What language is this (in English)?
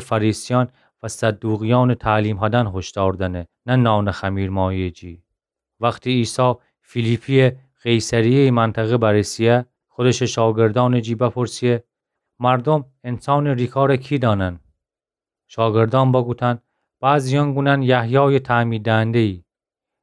Gilaki